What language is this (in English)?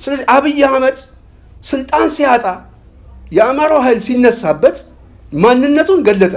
Amharic